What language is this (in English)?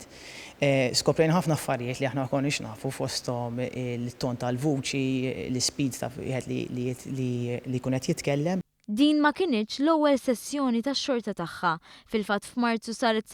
Maltese